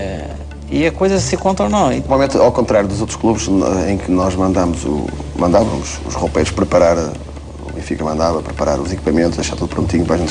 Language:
Portuguese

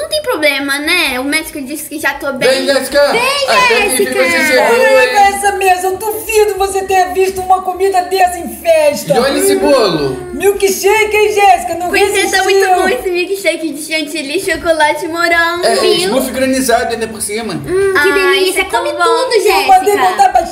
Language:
Portuguese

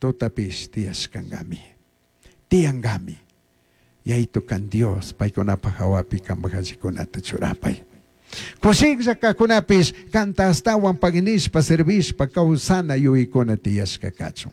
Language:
Chimborazo Highland Quichua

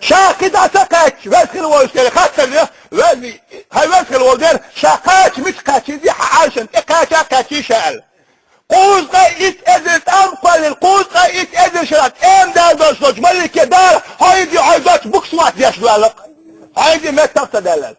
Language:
Chechen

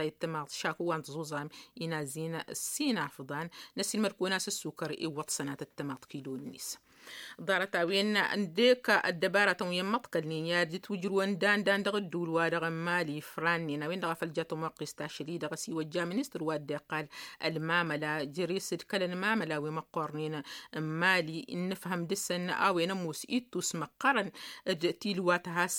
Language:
Tamasheq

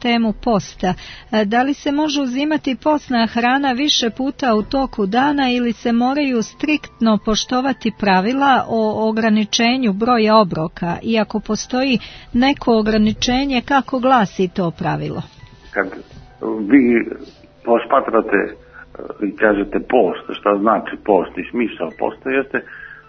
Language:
Serbian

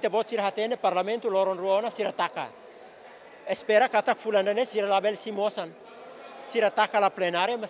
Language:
Tetum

